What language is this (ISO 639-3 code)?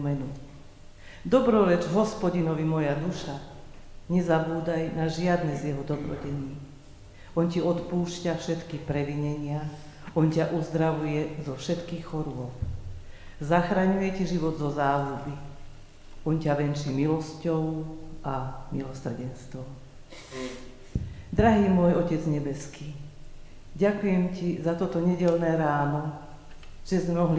slk